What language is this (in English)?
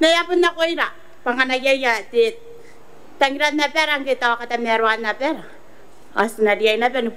Gilbertese